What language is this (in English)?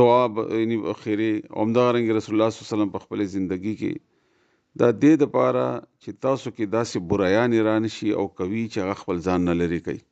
Pashto